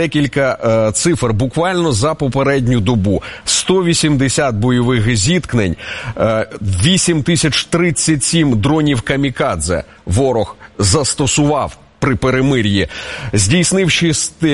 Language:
Ukrainian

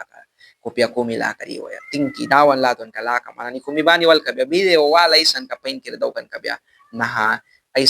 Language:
Mískito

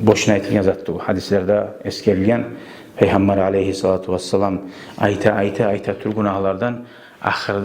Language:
Kumyk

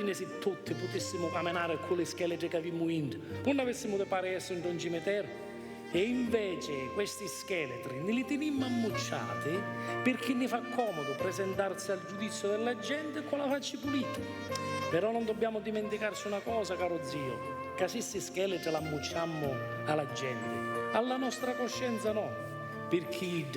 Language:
Sicilian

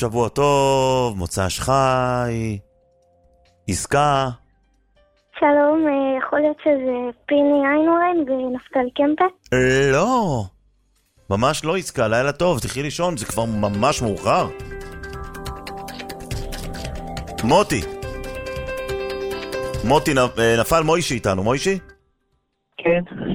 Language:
Hebrew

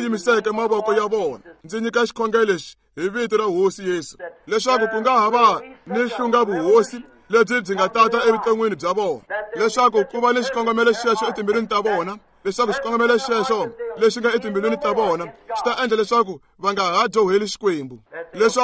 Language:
Tsonga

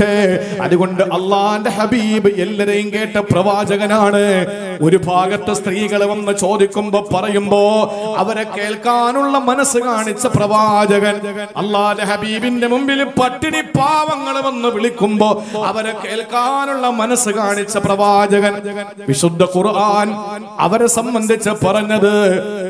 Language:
Malayalam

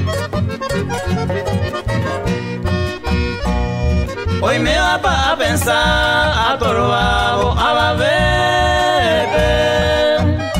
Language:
Spanish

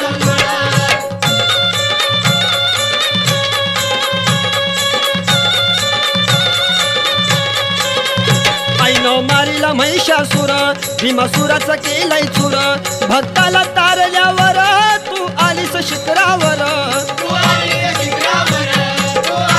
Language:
Marathi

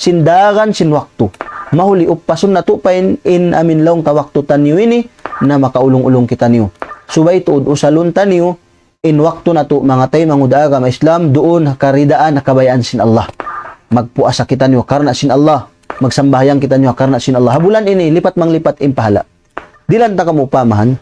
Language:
Tausug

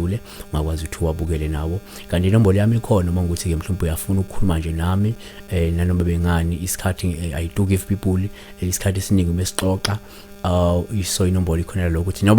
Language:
Zulu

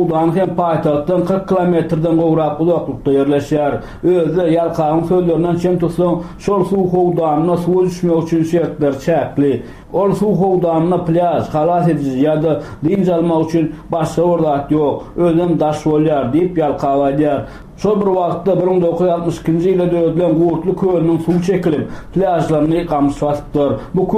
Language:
Turkmen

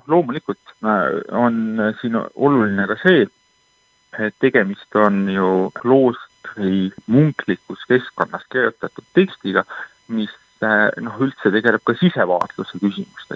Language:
Estonian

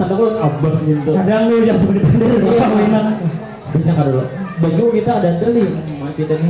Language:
Banjar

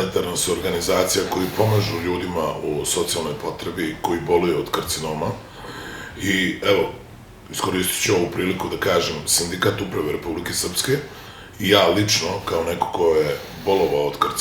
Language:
Bosnian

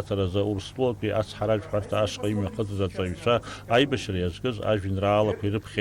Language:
Abkhazian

